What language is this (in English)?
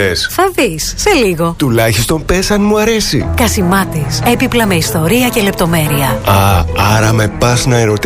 Greek